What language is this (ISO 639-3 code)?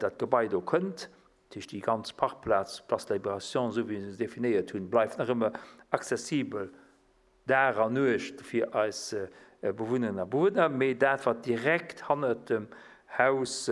ltz